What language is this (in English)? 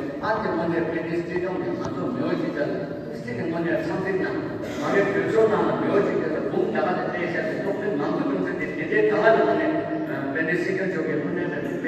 Tibetan